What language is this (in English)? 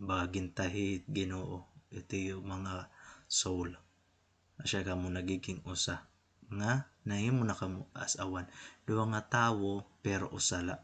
Waray